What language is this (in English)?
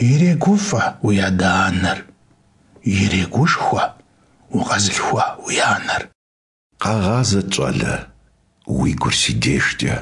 Kabardian